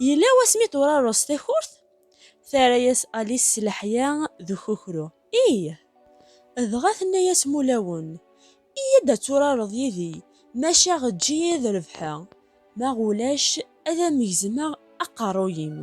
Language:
Kabyle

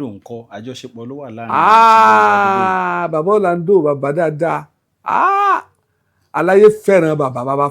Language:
Yoruba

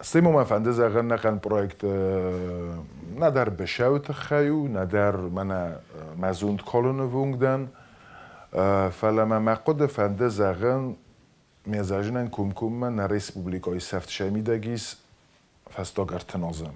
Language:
Ossetic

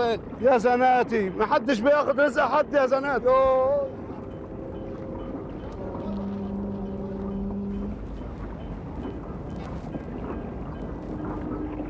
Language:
Egyptian Arabic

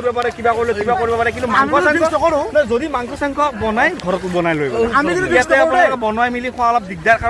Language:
Assamese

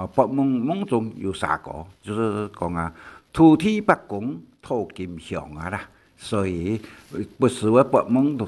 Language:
Hakka Chinese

